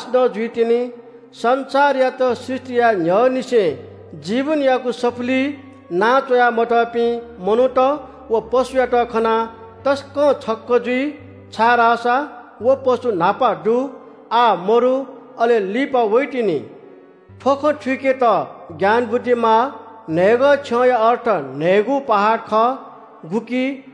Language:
Newari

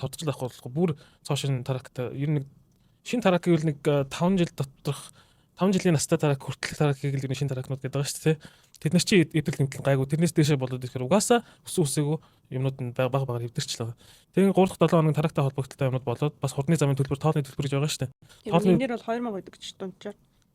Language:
Mongolian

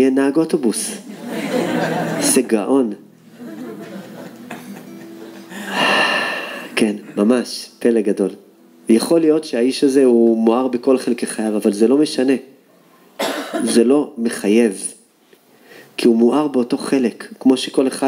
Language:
Hebrew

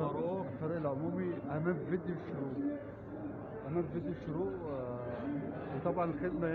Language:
Egyptian Arabic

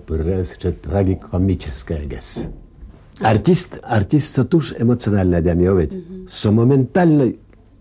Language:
Udmurt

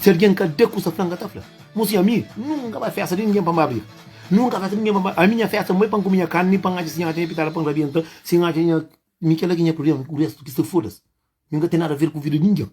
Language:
Kabuverdianu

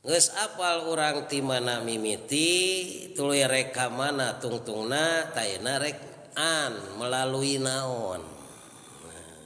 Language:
Sundanese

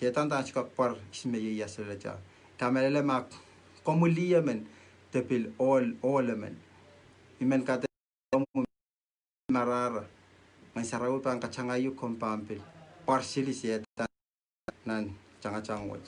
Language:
Pohnpeian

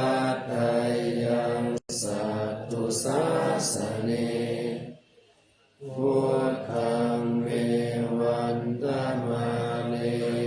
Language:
Pali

